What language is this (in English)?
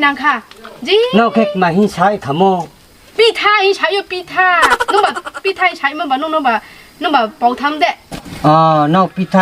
Riang (India)